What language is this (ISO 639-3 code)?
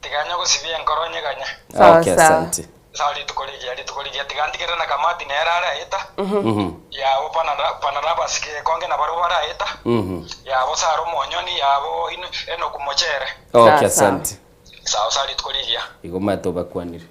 guz